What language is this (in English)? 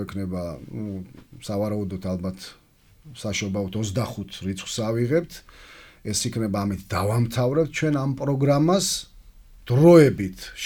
Georgian